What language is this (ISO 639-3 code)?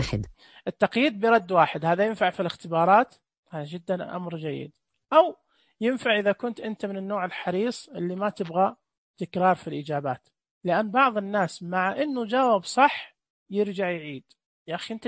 ars